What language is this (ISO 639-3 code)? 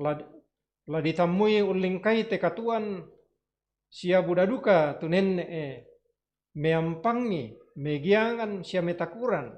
sda